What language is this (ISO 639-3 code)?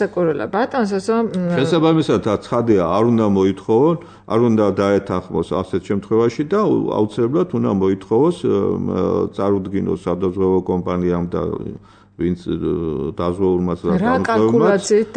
kat